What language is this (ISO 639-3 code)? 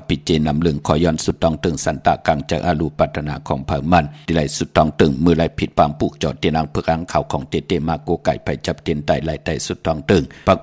shn